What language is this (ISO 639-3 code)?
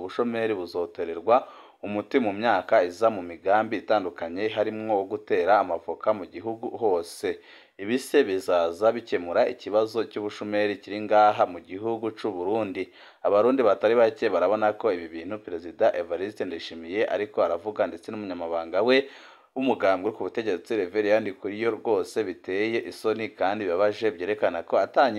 run